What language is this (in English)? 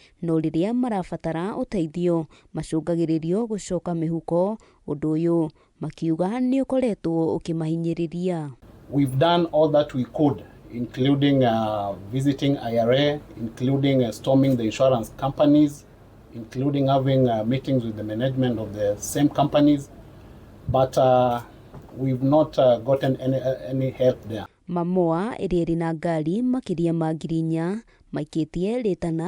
Kikuyu